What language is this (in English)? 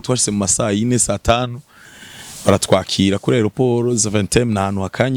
Rundi